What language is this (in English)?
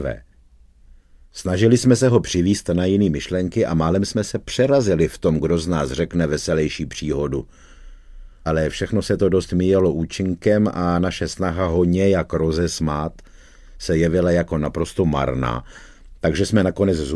Czech